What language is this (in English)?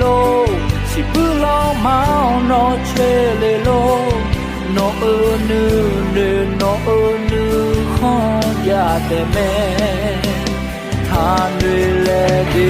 Akha